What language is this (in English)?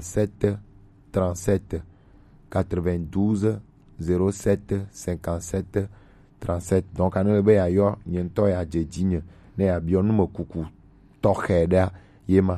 Gen